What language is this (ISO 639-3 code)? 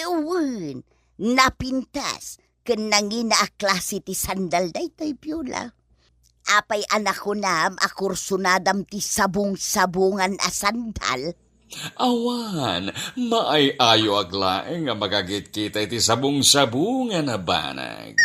ilo